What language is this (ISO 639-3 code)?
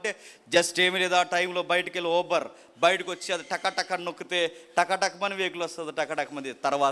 tel